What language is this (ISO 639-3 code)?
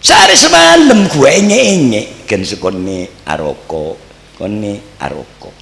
mad